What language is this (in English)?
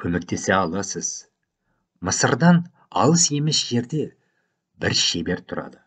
Kazakh